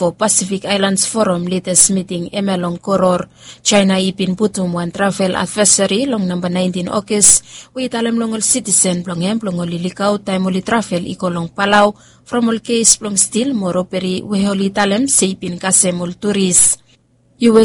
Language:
Bislama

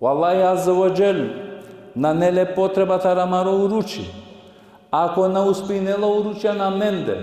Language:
Balkan Romani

